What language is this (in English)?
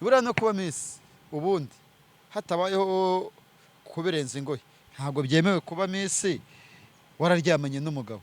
Kinyarwanda